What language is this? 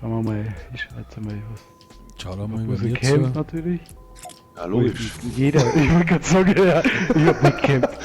Bavarian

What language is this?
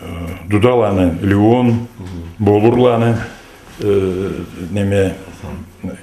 Karachay-Balkar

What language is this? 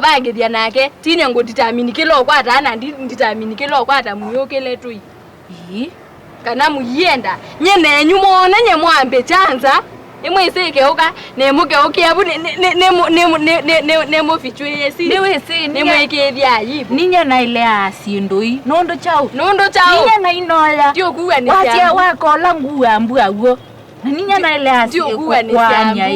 Kamba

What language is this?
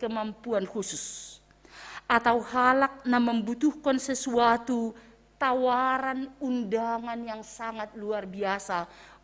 Batak Simalungun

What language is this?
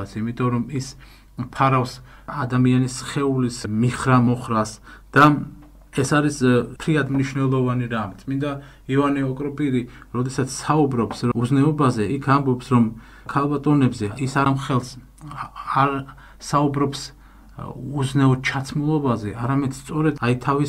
Georgian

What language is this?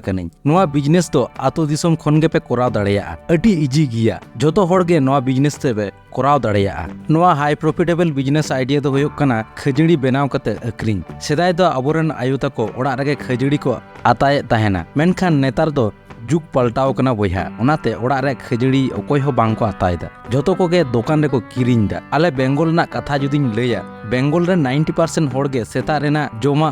Santali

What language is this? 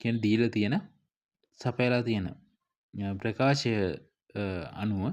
Sinhala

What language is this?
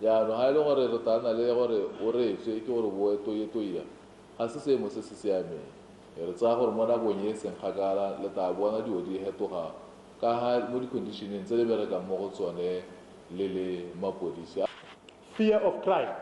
Tswana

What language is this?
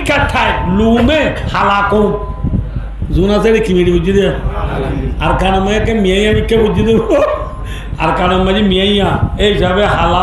Rohingya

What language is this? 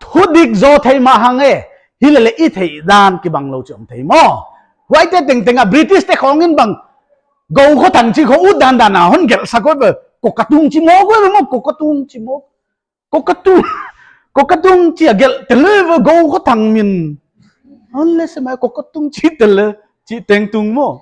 Paite Chin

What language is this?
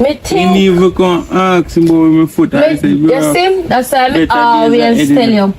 Jamaican Creole English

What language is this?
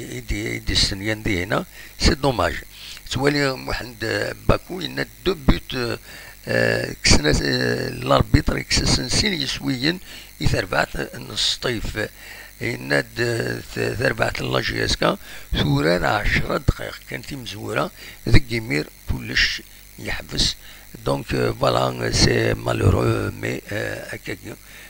Kabyle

